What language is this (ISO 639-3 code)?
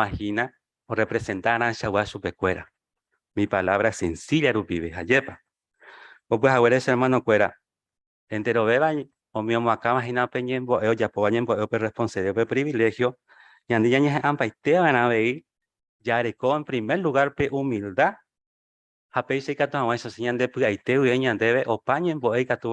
grn